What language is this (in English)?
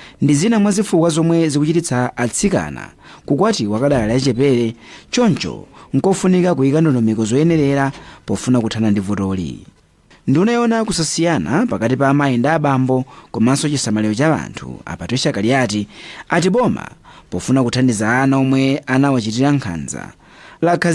Nyanja